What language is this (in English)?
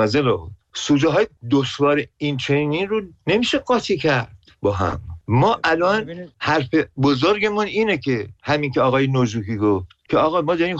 Persian